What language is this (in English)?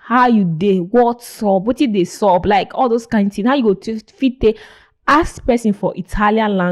Nigerian Pidgin